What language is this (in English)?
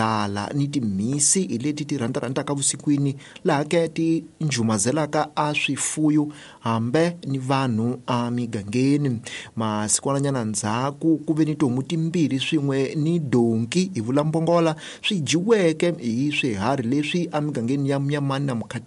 Tsonga